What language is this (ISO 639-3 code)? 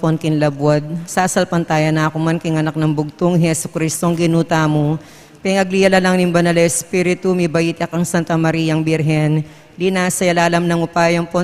pam